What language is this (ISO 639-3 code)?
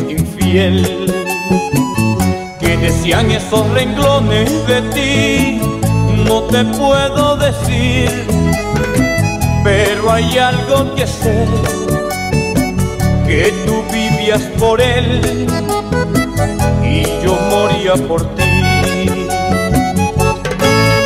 spa